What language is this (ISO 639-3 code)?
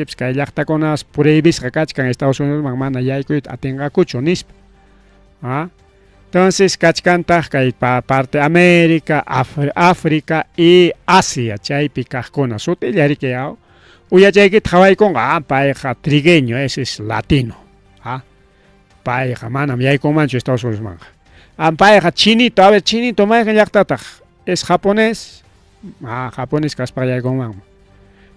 quy